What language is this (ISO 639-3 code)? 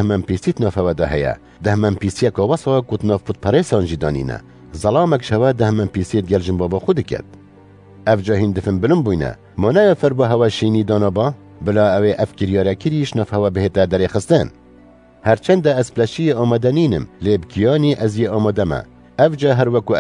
kur